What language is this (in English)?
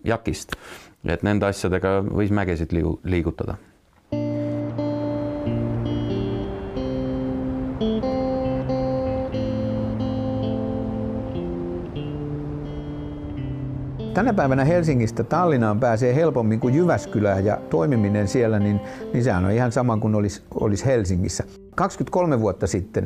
Finnish